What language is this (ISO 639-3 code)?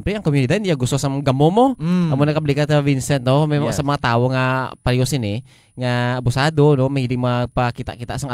hil